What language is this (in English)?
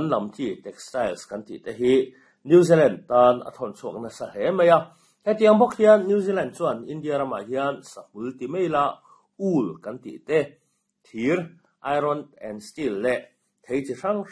Mizo